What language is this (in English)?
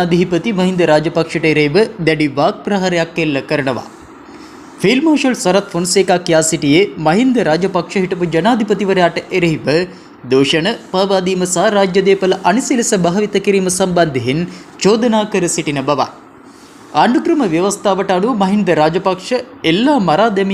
Sinhala